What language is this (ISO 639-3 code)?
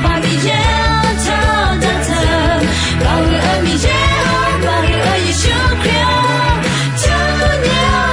ahk